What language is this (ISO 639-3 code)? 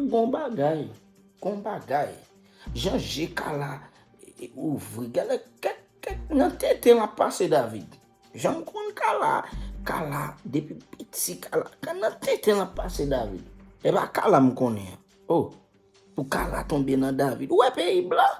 hat